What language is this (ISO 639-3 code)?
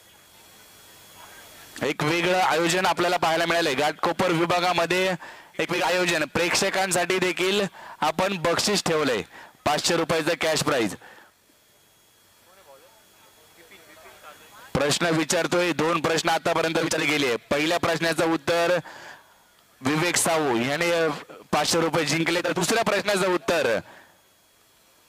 mar